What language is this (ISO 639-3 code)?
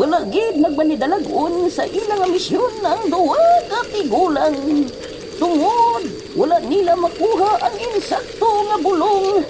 hil